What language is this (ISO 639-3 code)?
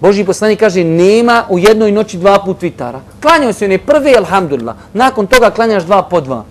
bos